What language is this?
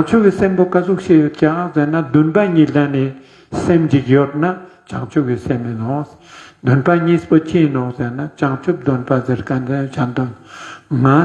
Ladakhi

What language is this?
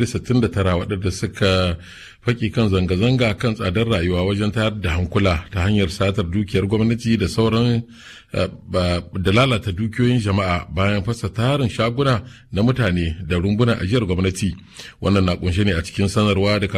Hausa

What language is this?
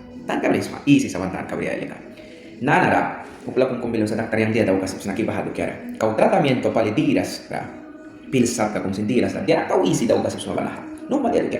Mískito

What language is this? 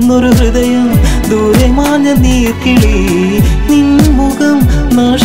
Malayalam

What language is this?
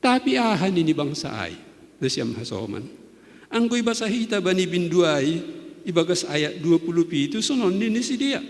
Batak Simalungun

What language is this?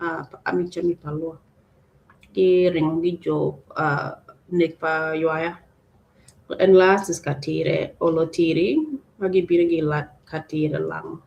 Acoli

